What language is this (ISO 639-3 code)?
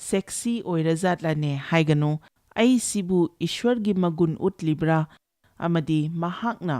mni